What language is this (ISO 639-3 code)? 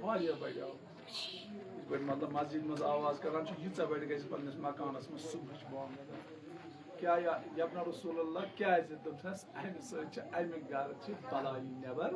kas